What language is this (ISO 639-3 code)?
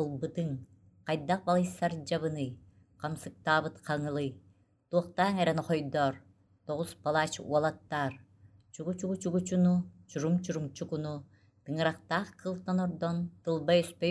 sah